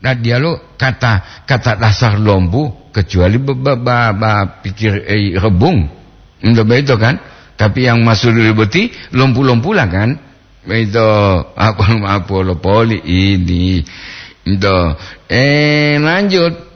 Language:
Gorontalo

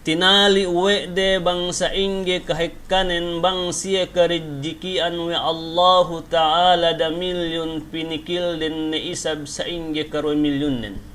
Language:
Yakan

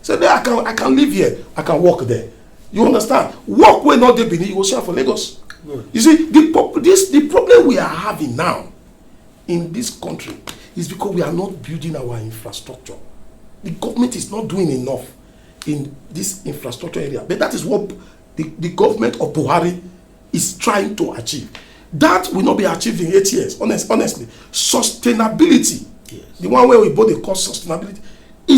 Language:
Nigerian Pidgin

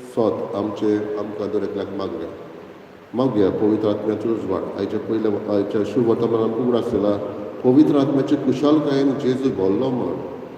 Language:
Konkani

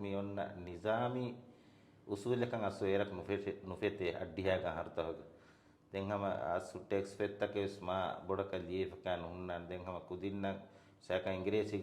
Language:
Divehi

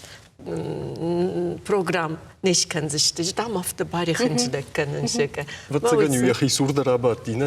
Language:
Ossetic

